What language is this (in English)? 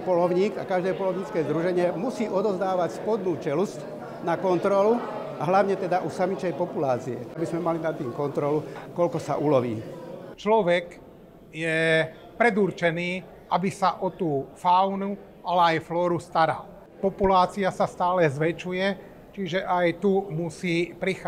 Slovak